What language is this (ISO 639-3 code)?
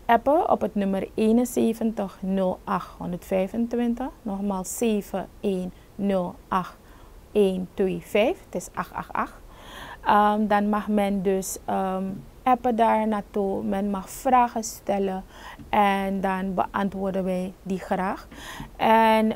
nld